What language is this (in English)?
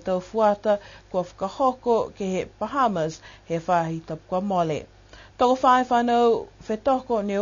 Niuean